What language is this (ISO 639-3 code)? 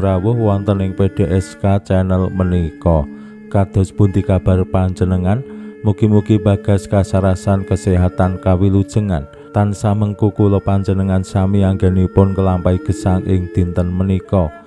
jav